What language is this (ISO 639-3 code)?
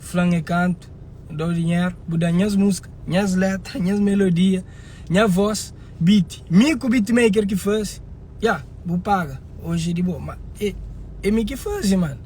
kea